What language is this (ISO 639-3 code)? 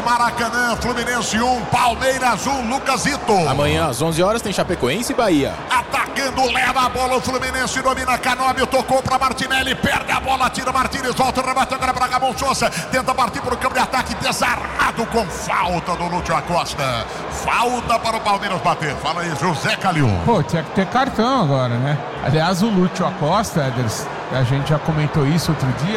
por